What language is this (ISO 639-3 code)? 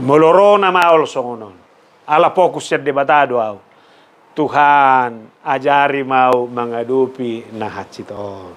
bbc